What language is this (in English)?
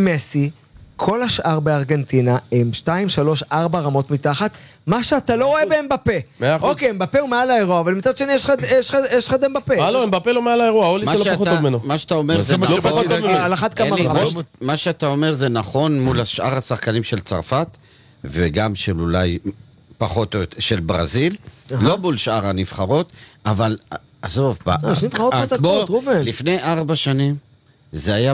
Hebrew